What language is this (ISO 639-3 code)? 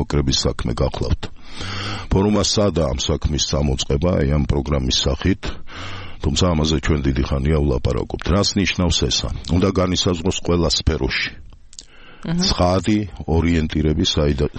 kat